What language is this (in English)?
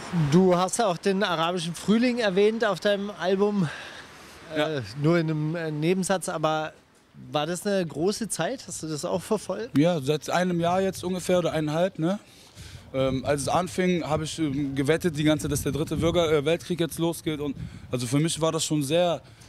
German